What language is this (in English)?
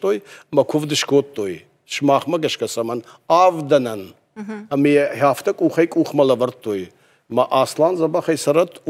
Ossetic